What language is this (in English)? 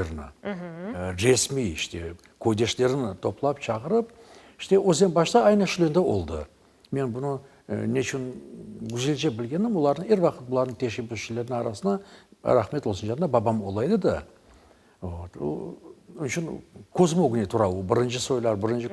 Crimean Tatar